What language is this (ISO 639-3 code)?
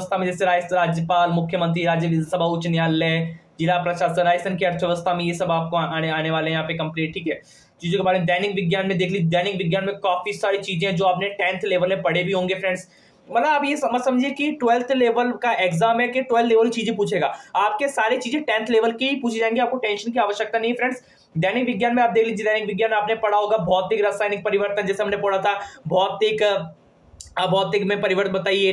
hin